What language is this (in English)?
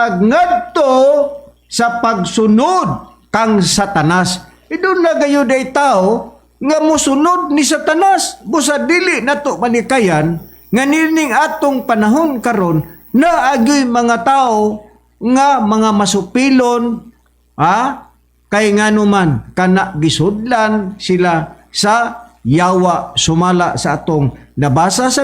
Cebuano